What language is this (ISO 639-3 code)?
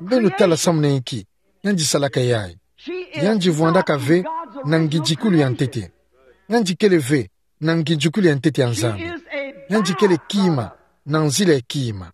ktu